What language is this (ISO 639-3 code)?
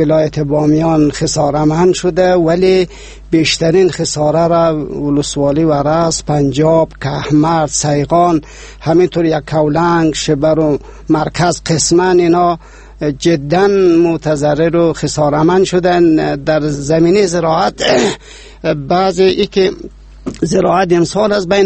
fas